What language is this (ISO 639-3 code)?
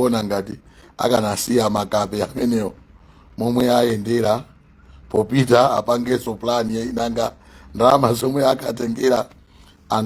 nya